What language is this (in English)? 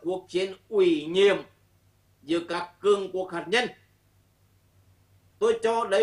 Vietnamese